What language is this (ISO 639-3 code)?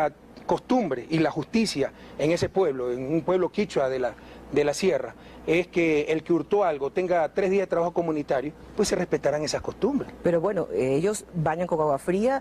spa